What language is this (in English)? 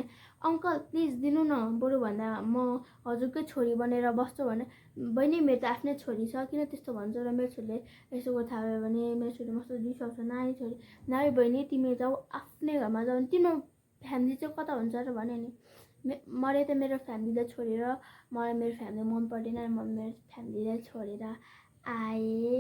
Nepali